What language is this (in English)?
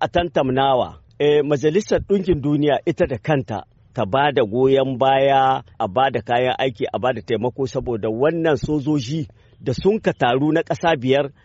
Hausa